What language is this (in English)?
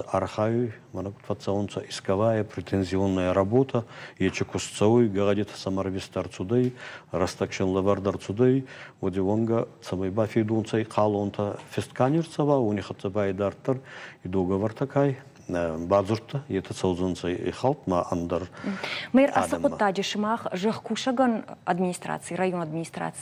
Ossetic